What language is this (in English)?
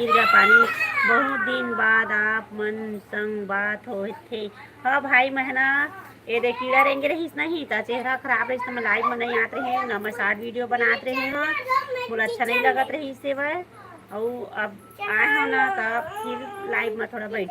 Chhattisgarhi